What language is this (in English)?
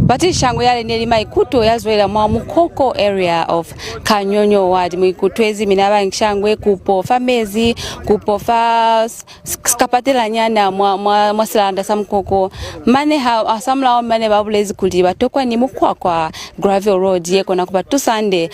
Lozi